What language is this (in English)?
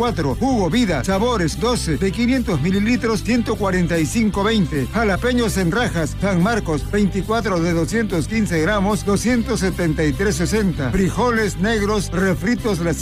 Spanish